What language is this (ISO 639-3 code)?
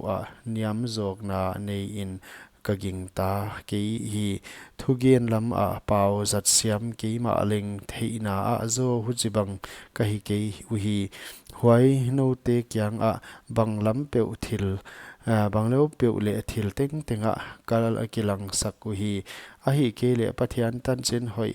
pck